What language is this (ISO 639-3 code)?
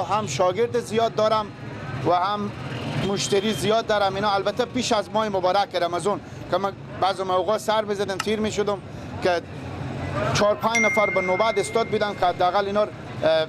fas